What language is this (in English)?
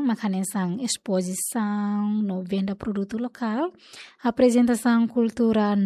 Tetum